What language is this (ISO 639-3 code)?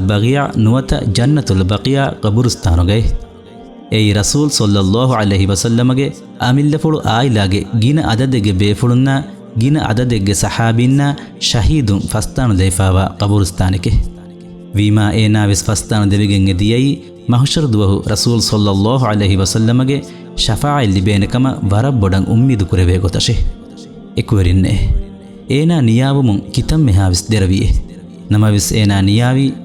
div